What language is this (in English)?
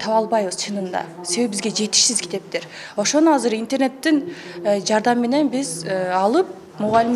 Kyrgyz